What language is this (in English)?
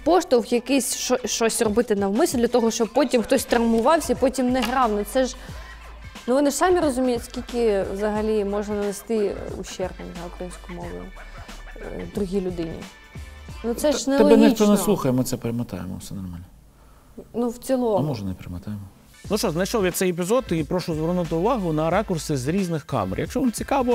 Ukrainian